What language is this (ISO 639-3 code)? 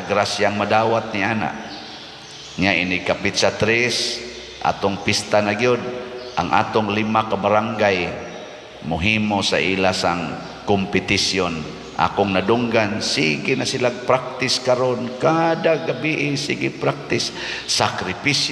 ceb